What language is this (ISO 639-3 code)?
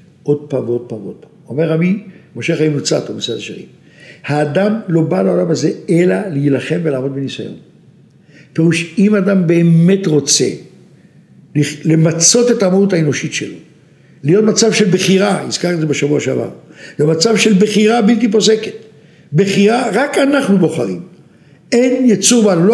heb